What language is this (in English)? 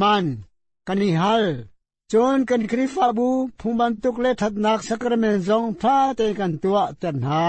Hakha Chin